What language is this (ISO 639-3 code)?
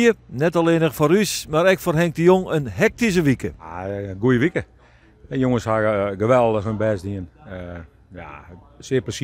fry